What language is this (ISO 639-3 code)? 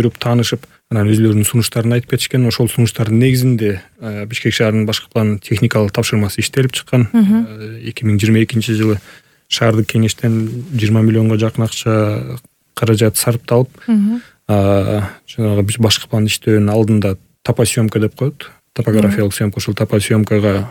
kir